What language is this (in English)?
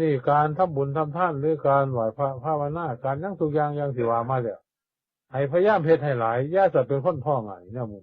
Northeastern Thai